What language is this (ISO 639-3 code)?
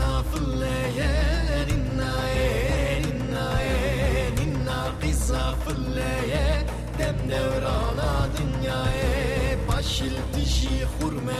zza